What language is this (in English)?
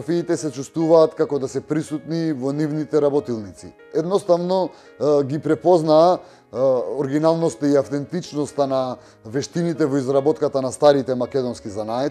Macedonian